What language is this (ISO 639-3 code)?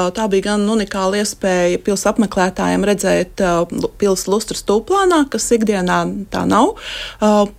lav